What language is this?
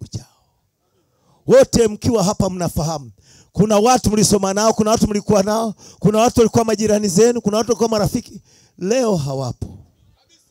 Swahili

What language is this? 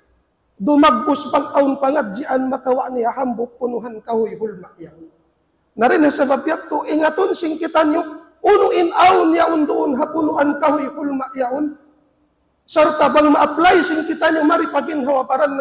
Tausug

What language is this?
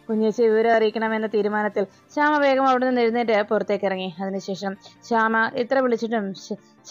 Malayalam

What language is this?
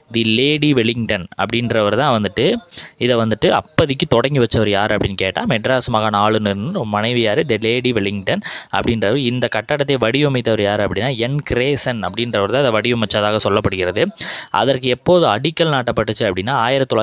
Tamil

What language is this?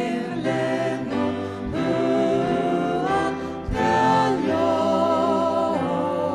Faroese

